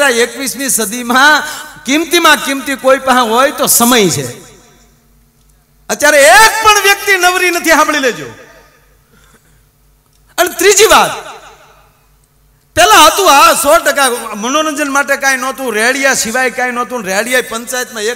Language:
Gujarati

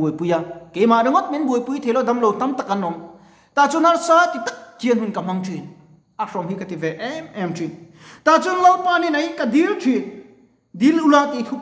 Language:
Mizo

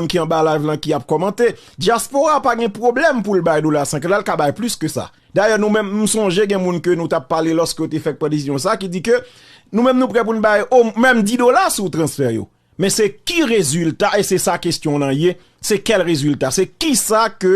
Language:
Haitian Creole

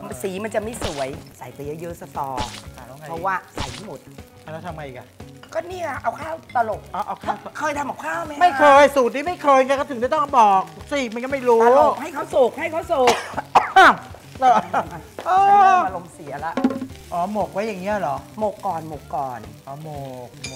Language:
Thai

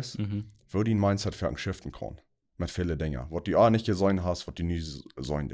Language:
Plautdietsch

